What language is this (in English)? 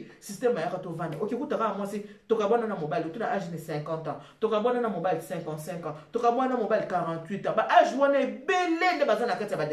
Lingala